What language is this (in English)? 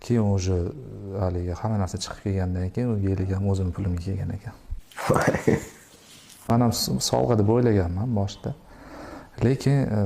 Uzbek